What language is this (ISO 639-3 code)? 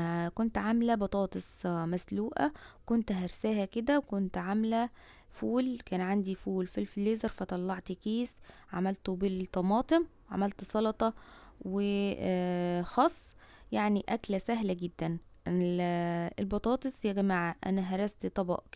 arz